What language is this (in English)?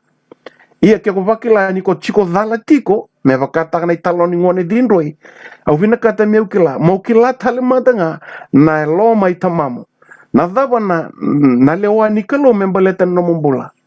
Fijian